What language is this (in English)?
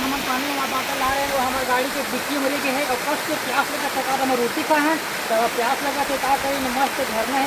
Chhattisgarhi